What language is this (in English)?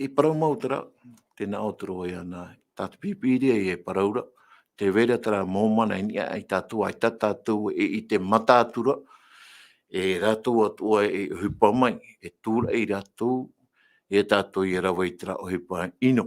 Tahitian